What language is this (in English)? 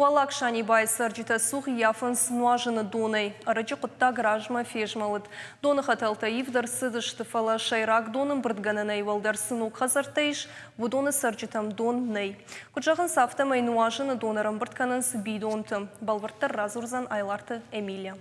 Ossetic